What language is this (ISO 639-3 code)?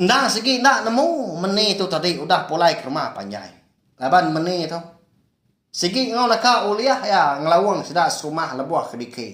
iba